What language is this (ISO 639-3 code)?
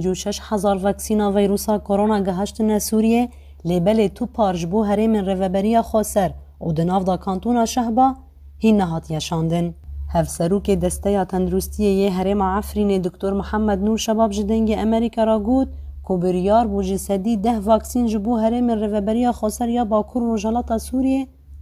kur